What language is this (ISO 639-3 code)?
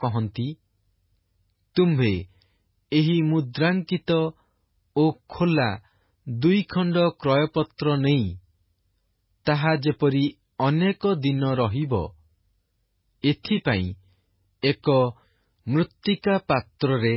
ori